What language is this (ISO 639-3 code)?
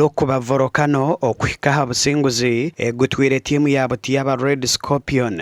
nyn